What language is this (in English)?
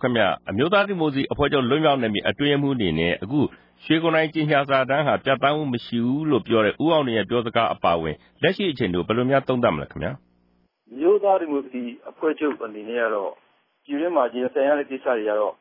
Burmese